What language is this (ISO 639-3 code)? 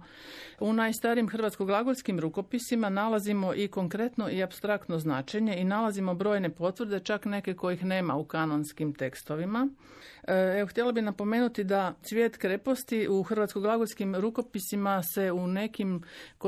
hrv